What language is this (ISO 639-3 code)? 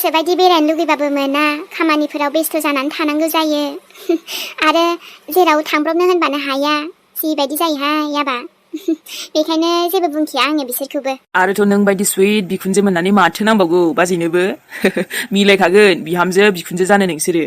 brx